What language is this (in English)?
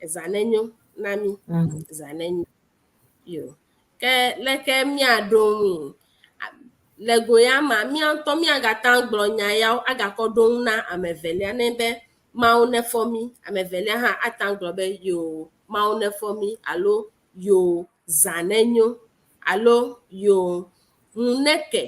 Ewe